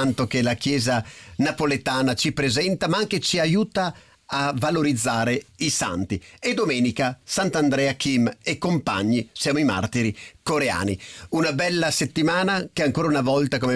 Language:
Italian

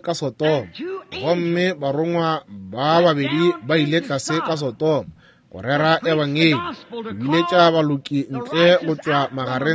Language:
Northern Sotho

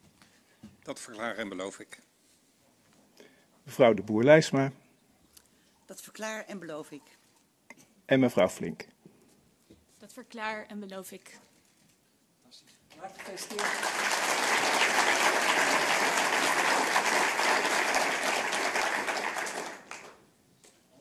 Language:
Dutch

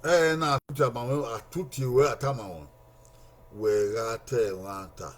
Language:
Bini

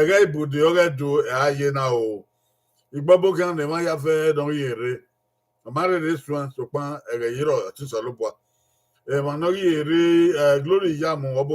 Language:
Bini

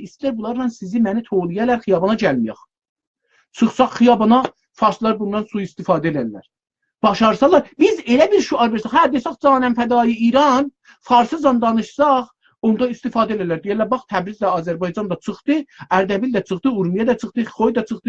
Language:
South Azerbaijani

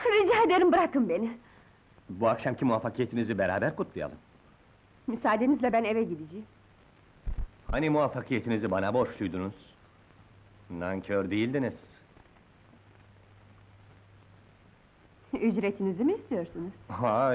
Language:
Turkish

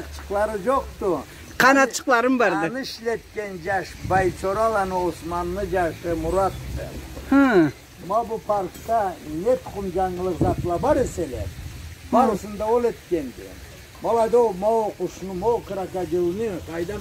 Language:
Karachay-Balkar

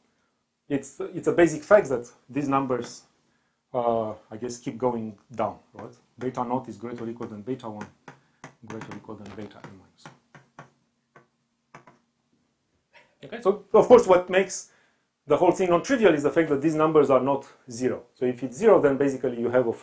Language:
English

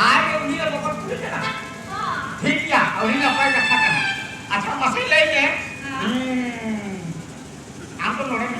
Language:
Santali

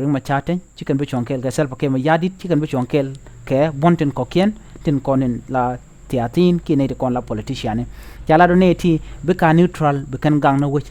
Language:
Nuer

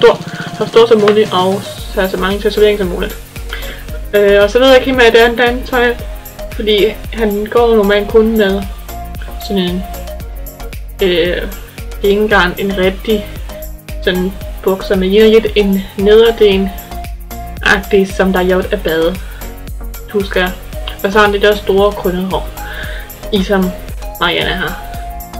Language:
Danish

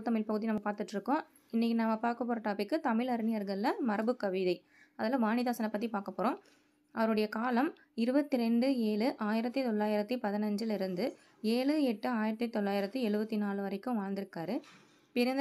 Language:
Tamil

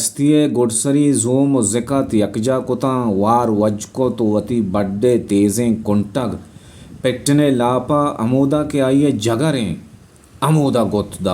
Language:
Baluchi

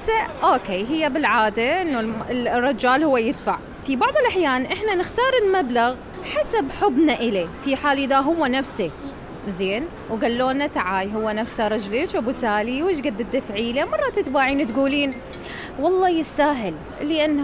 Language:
Mesopotamian Arabic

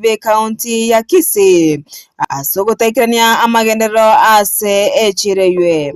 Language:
Gusii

